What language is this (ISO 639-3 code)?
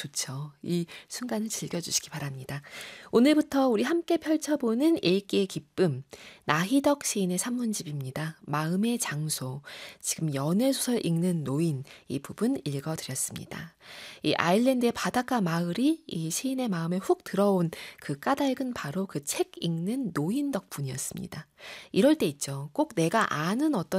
kor